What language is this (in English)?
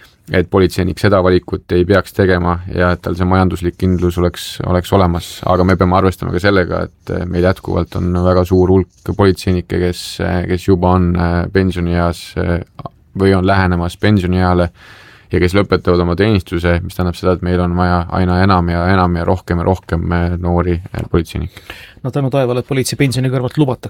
Estonian